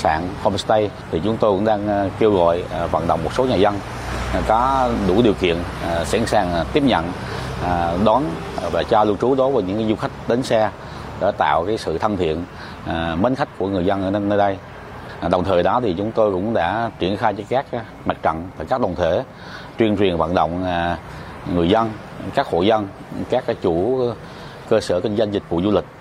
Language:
Vietnamese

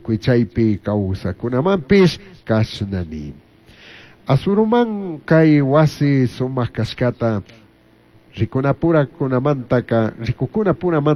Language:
Chimborazo Highland Quichua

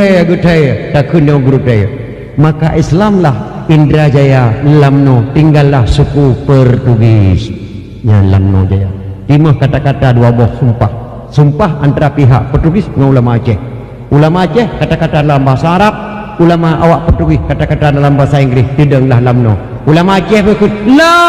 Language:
Achinese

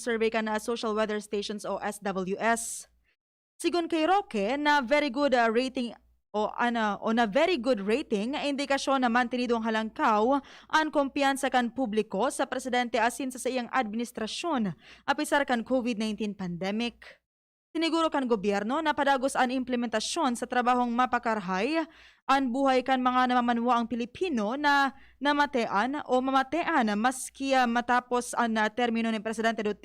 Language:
Bikol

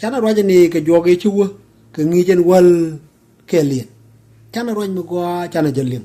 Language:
Nuer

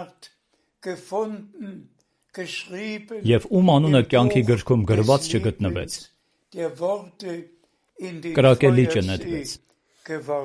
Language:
Armenian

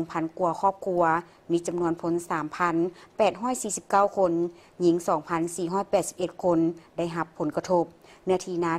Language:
Lao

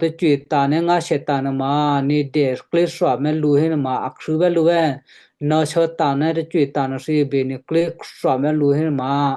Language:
Western Kayah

